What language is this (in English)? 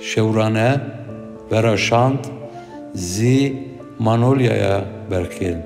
Zaza